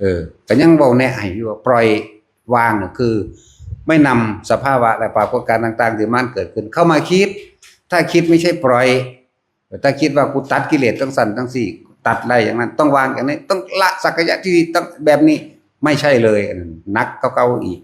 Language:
Northeastern Thai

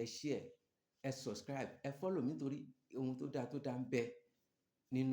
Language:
Yoruba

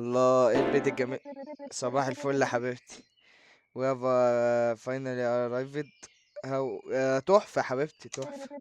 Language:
Egyptian Arabic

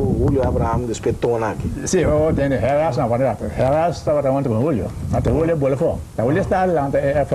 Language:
Papiamento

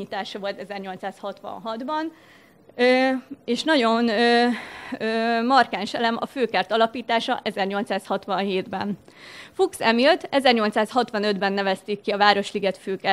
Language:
Hungarian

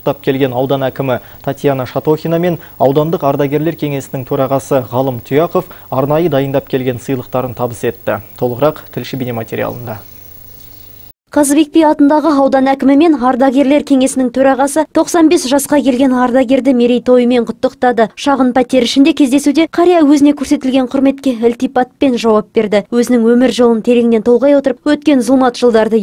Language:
Kazakh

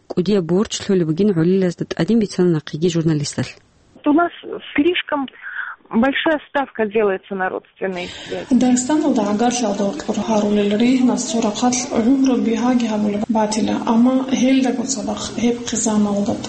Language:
Avaric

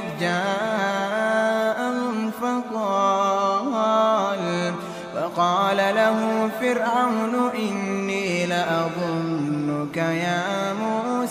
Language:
Arabic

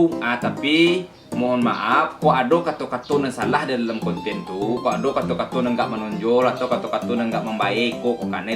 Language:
Minangkabau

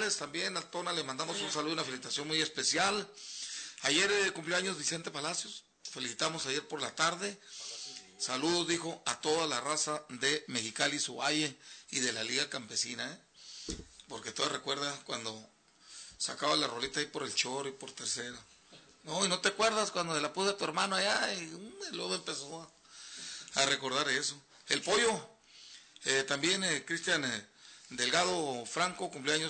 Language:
Spanish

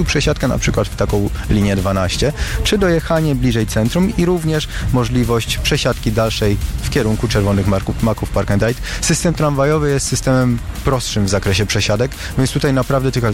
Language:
Polish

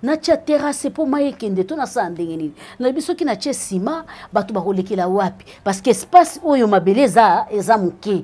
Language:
Lingala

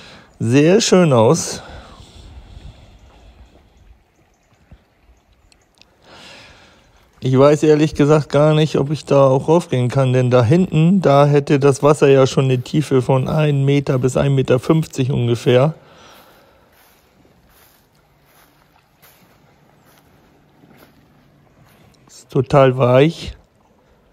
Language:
German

